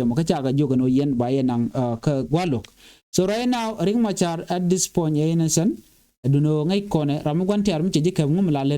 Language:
Nuer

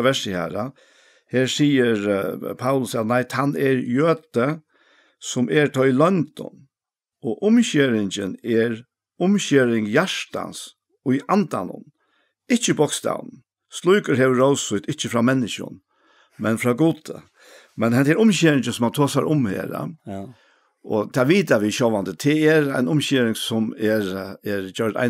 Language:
Faroese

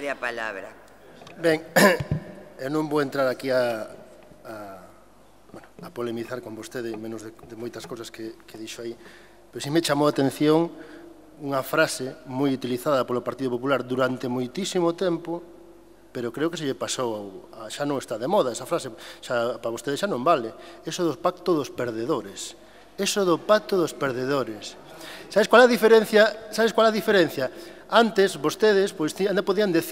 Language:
Galician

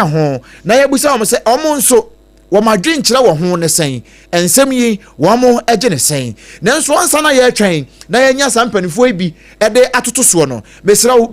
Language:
Akan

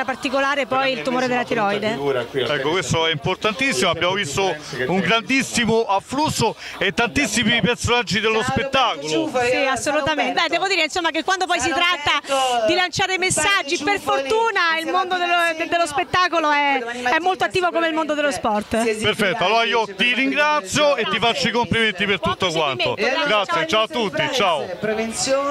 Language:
Italian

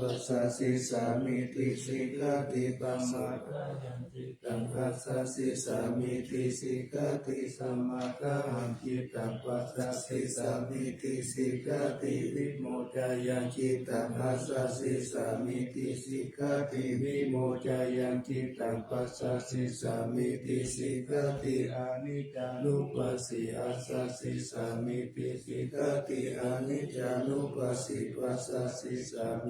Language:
Pali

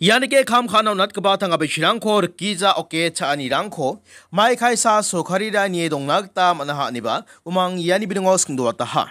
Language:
Garo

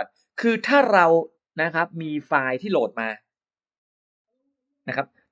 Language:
Thai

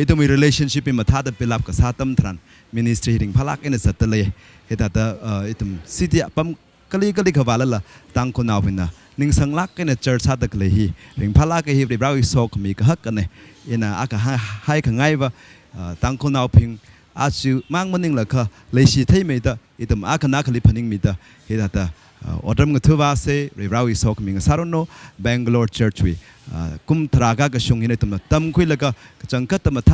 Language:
Tangkhul Naga (India)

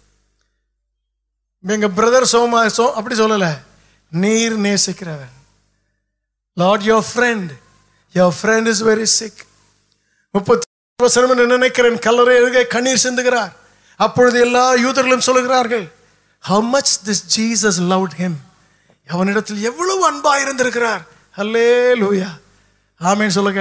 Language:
Tamil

